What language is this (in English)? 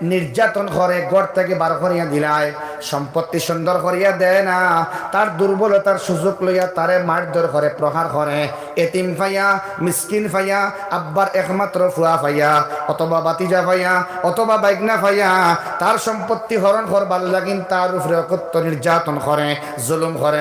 Sylheti